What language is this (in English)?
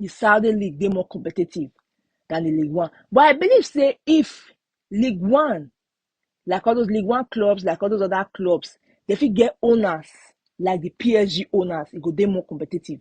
Nigerian Pidgin